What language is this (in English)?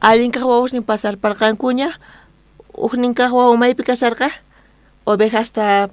South Bolivian Quechua